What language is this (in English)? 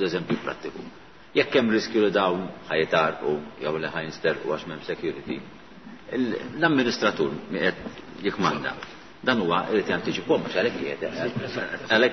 Maltese